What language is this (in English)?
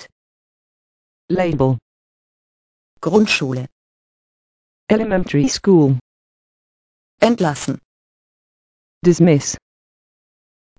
German